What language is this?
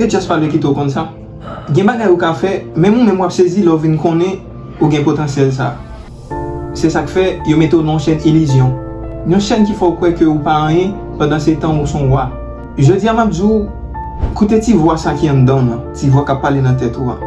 Haitian Creole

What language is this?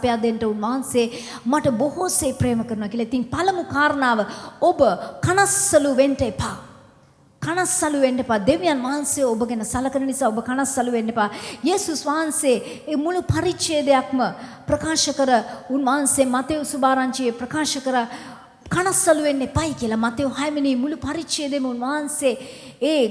Sinhala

